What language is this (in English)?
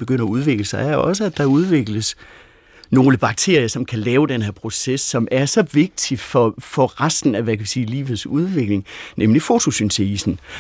Danish